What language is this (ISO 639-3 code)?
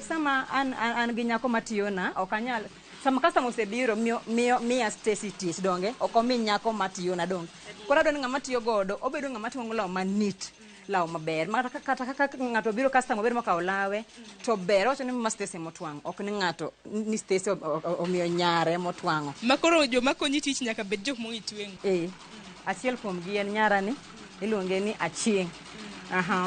luo